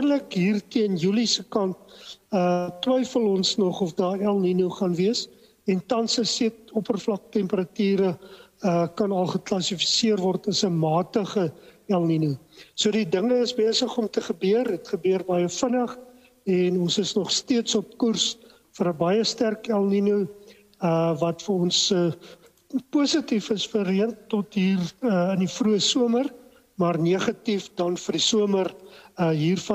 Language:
Afrikaans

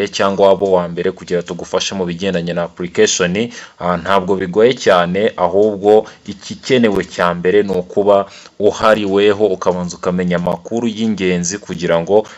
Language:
Kinyarwanda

